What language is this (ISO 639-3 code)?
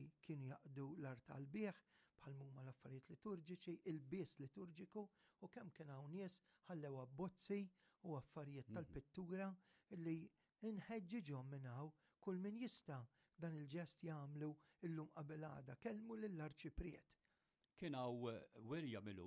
mlt